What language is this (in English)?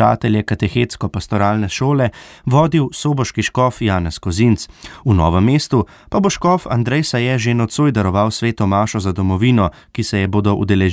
Slovenian